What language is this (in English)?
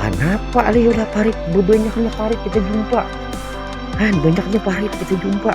Banjar